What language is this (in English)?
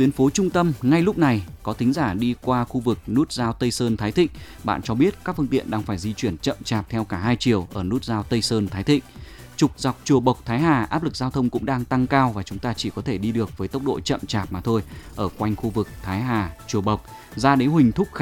Vietnamese